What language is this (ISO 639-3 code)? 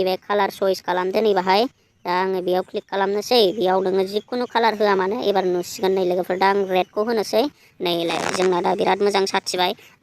brx